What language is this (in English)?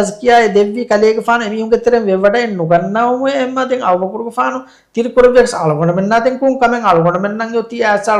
Divehi